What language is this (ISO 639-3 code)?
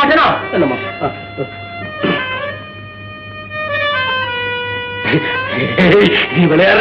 tam